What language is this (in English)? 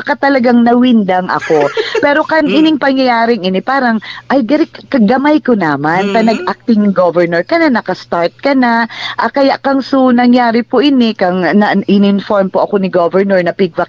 Bikol